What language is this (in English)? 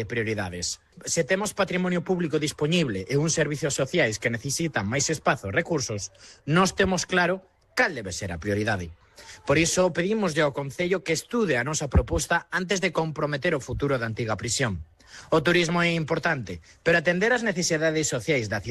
Galician